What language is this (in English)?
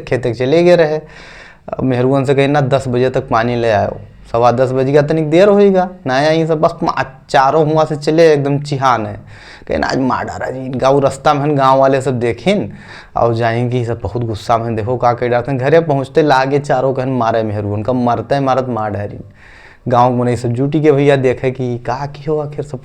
Awadhi